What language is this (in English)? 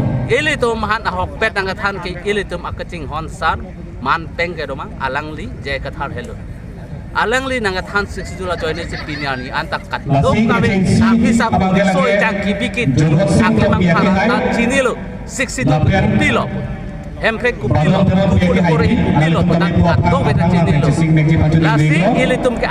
Karbi